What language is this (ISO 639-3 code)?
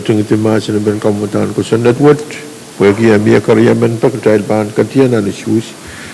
pon